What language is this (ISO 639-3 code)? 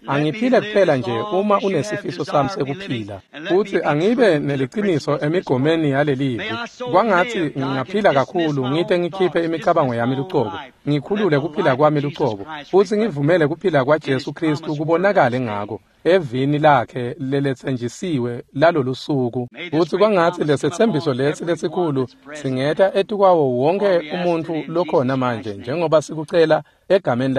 ssw